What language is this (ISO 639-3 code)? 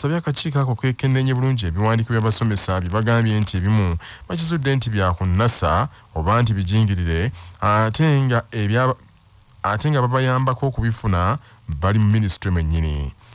lug